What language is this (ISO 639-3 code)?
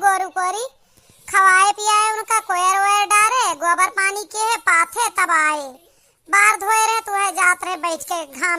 awa